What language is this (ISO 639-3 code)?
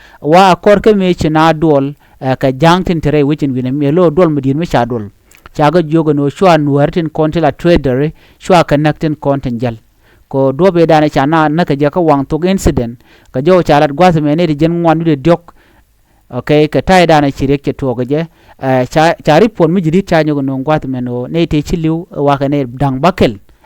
nus